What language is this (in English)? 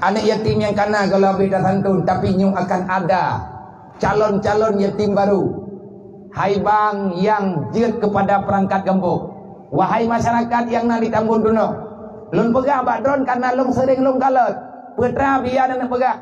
Achinese